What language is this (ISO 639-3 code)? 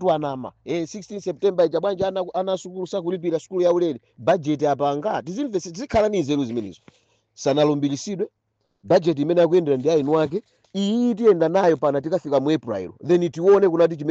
nya